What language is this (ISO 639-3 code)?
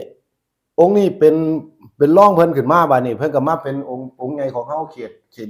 tts